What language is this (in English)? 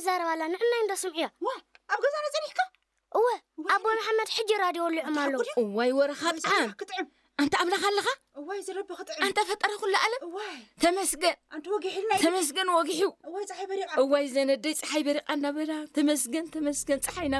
Tigrinya